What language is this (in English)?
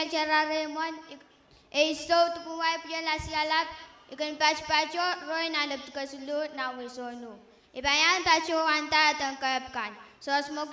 Pohnpeian